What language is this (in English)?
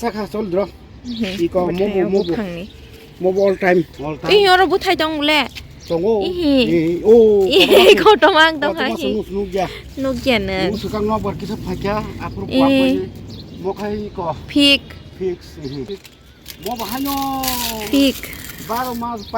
Kok Borok